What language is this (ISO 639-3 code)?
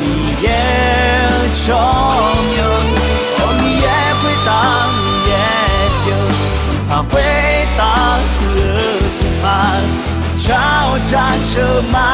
ahk